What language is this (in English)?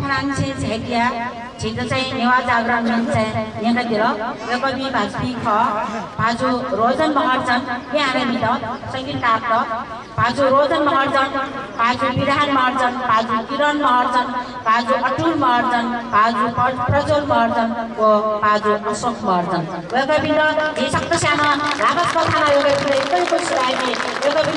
Newari